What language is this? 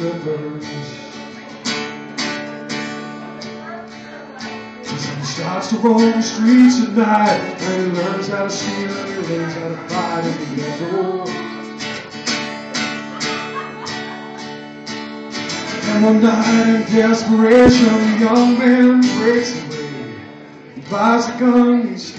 English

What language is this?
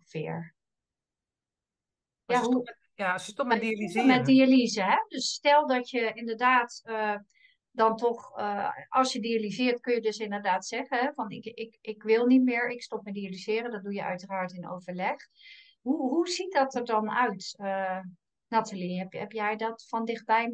Dutch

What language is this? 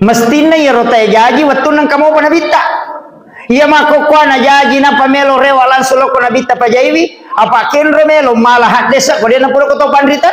Buginese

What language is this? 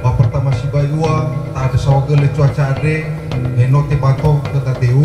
Nias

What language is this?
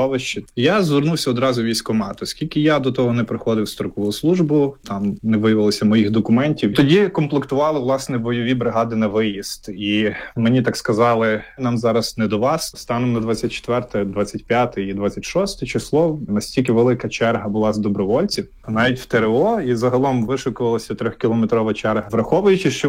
Ukrainian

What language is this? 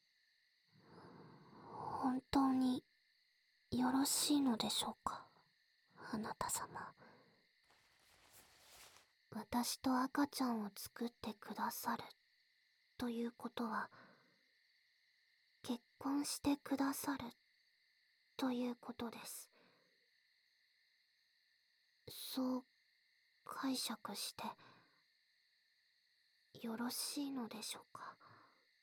Japanese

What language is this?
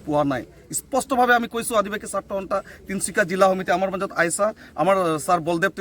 Assamese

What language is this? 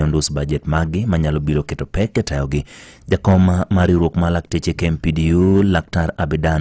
Luo (Kenya and Tanzania)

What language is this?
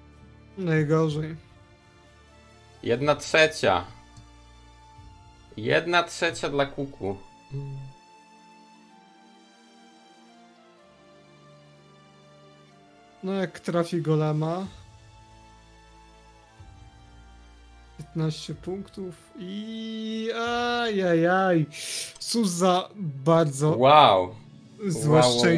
Polish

